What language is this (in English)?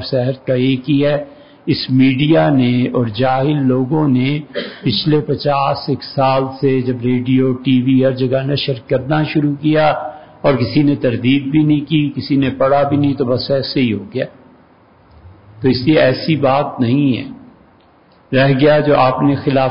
Urdu